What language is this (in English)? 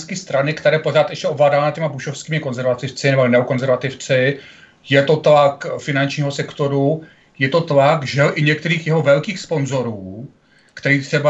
Czech